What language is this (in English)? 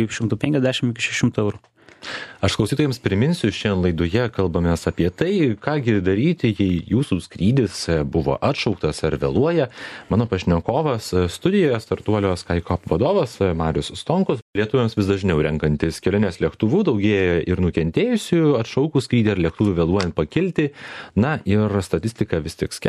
Lithuanian